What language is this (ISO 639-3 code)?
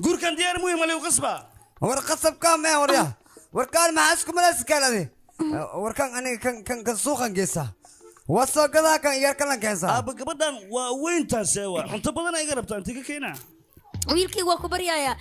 som